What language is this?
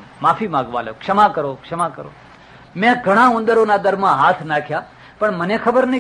Gujarati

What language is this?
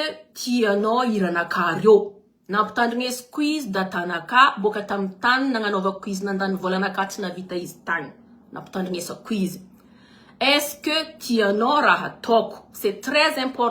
Malagasy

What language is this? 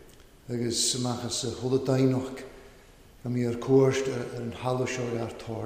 Welsh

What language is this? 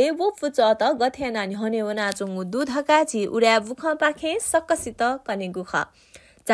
Newari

